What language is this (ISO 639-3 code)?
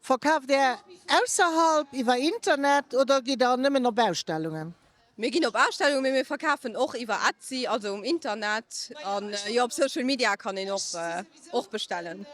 ltz